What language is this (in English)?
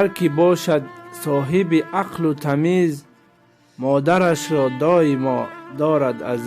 Tajik